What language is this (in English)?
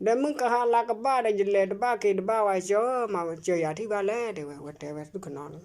S'gaw Karen